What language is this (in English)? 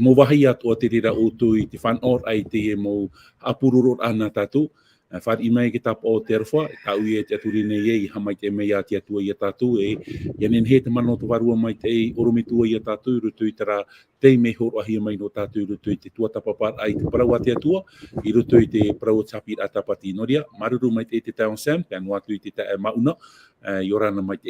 Tahitian